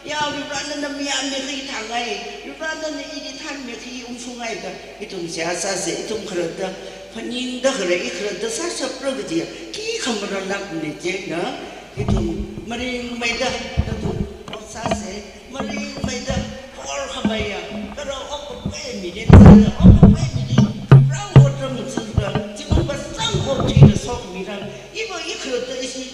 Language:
Tangkhul Naga (India)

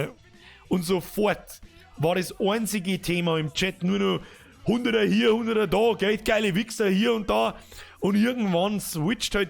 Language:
Bavarian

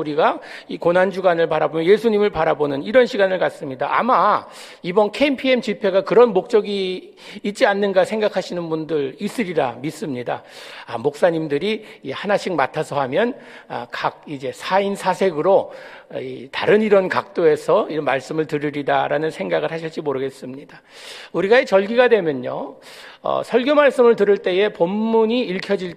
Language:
Korean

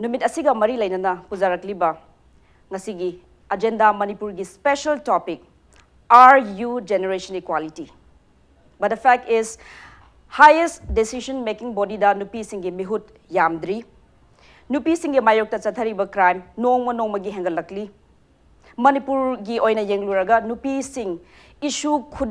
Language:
Manipuri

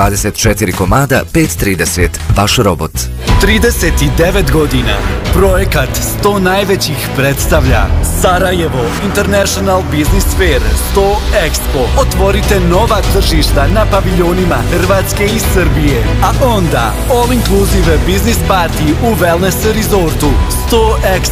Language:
Bosnian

